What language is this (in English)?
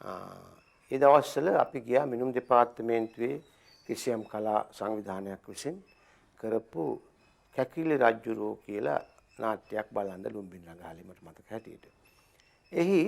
Sinhala